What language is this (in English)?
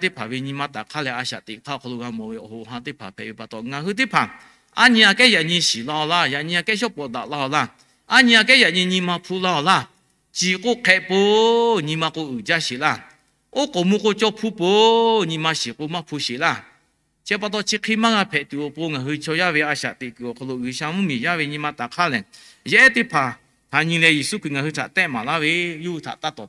Lahu